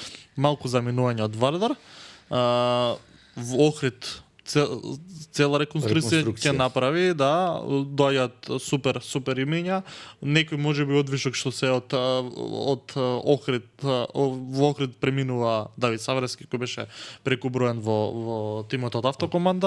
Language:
Macedonian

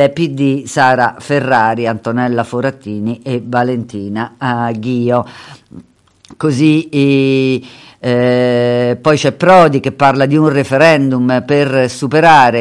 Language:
Italian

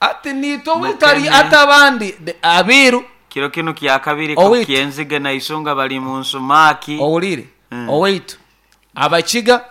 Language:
Nyankole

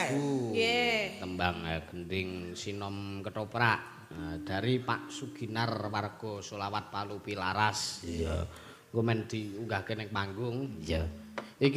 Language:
Javanese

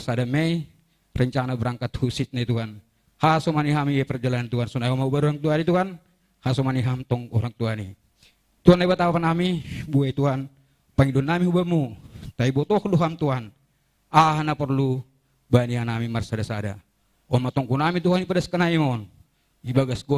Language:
Batak Simalungun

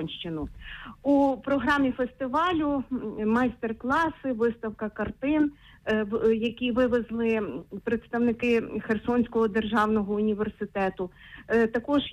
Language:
Ukrainian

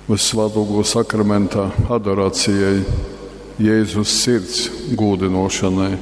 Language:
Latgalian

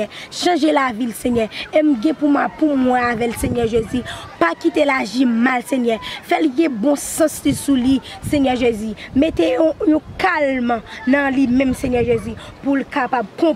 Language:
Haitian Creole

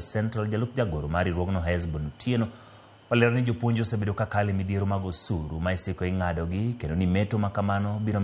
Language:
Luo (Kenya and Tanzania)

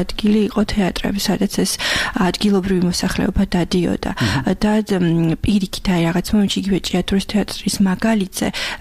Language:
Georgian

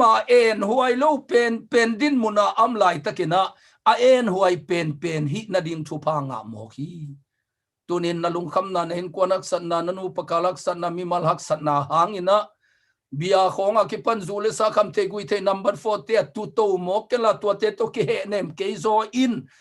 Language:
Tedim Chin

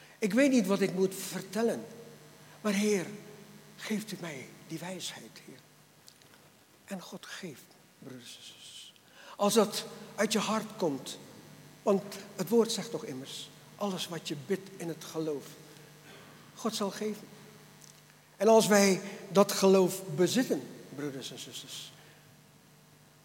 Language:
Dutch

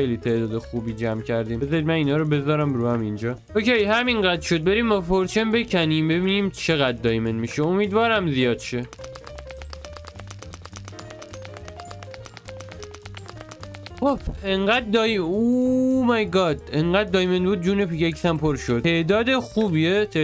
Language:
Persian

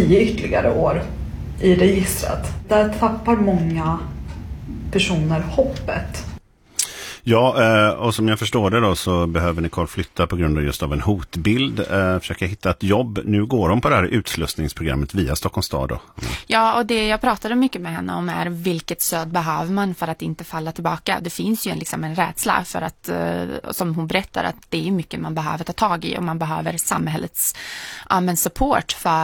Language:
Swedish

